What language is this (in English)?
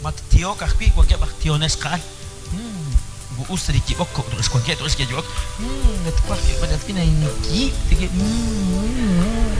Kekchí